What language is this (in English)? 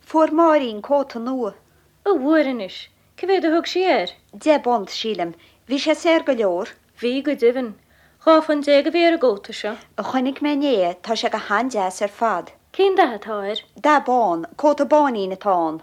Irish